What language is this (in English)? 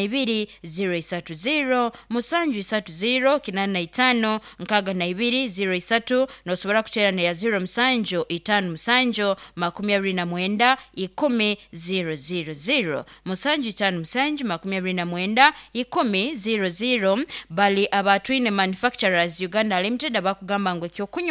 Nyoro